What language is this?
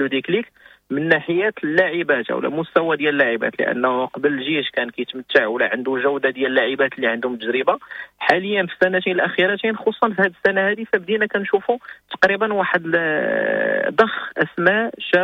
Moroccan Arabic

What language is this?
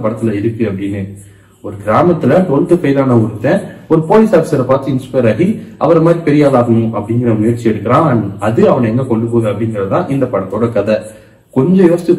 Tamil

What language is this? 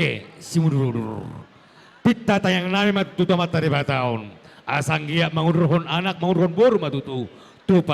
Batak Toba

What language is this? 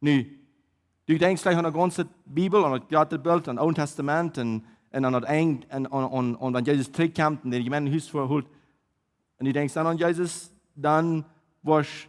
Plautdietsch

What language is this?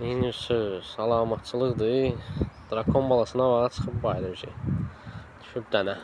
Azerbaijani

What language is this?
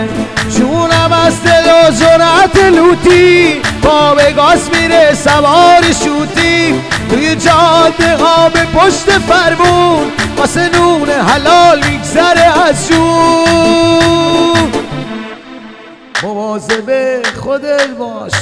Persian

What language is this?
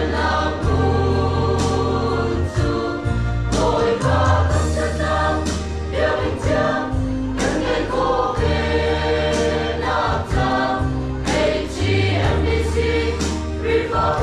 Hakha Chin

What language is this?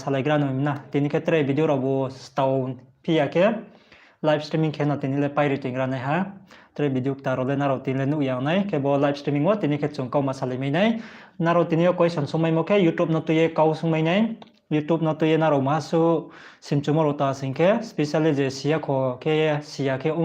Riang (India)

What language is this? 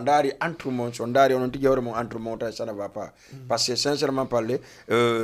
Fula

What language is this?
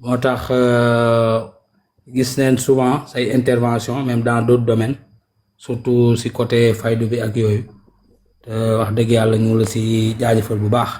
Wolof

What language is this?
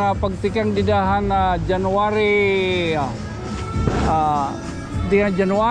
Waray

